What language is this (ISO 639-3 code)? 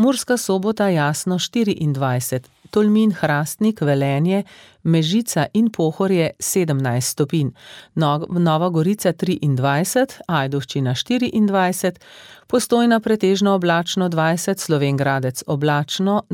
slv